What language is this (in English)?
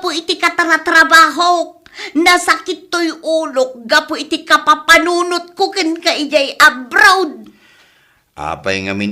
Iloko